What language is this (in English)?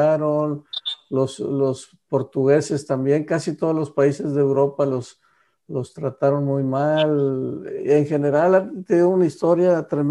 Spanish